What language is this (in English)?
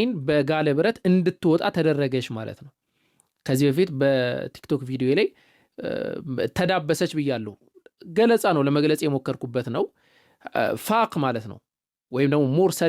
Amharic